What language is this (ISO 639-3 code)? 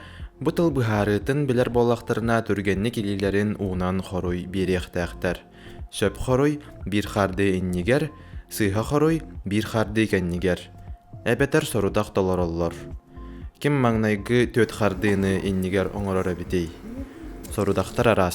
sah